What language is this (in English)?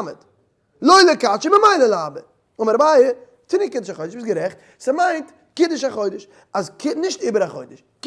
Yiddish